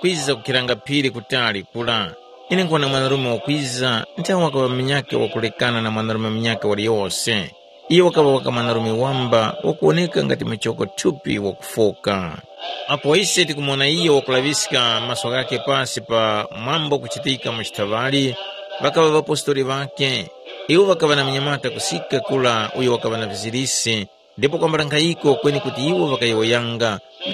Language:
Tumbuka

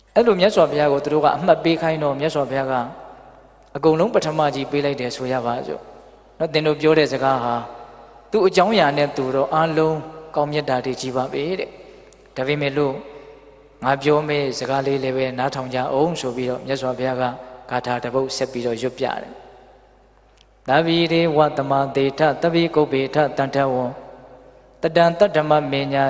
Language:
Burmese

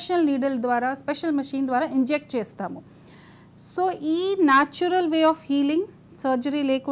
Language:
Telugu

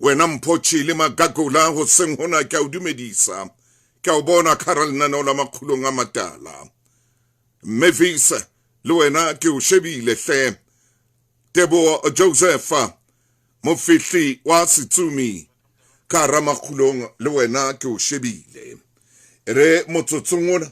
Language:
Southern Sotho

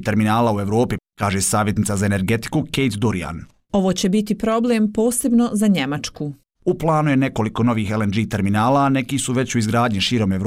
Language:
Bosnian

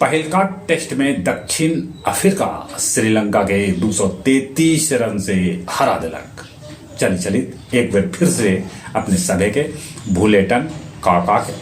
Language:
Magahi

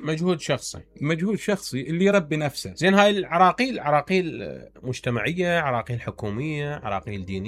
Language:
Mesopotamian Arabic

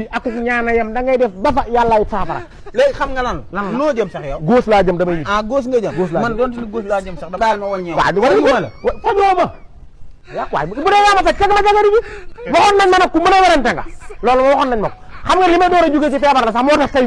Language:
Wolof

